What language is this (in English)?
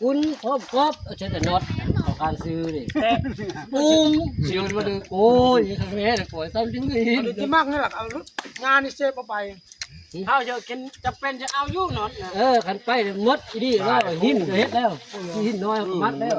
Northeastern Thai